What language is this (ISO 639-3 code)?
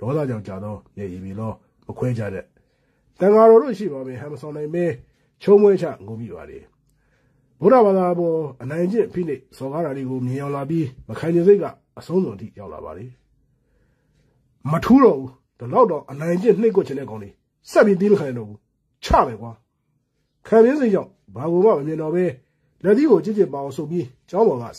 mya